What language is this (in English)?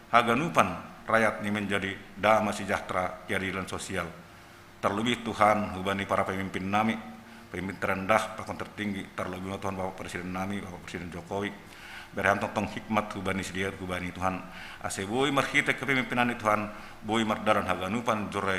Batak Simalungun